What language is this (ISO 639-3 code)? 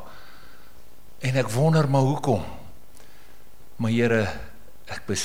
afr